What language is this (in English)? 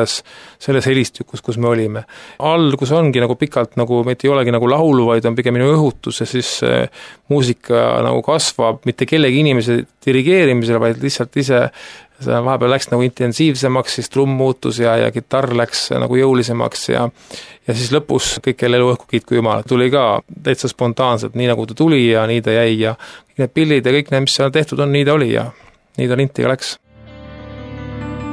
Estonian